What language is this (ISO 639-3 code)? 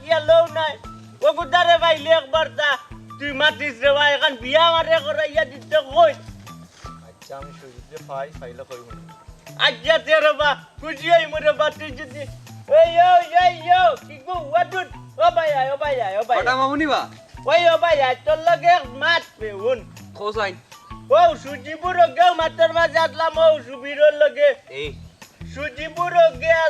syl